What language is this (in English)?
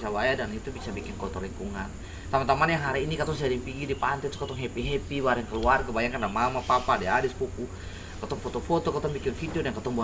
Ambonese Malay